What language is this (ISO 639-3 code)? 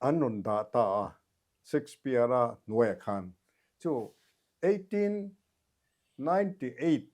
lus